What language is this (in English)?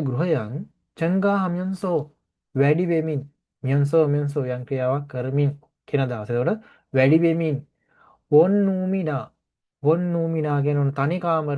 Sinhala